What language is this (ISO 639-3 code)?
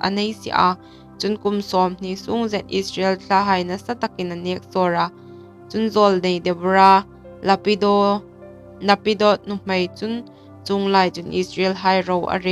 hmr